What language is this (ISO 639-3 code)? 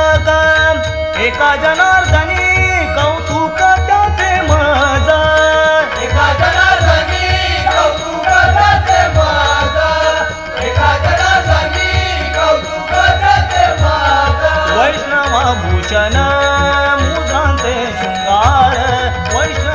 mar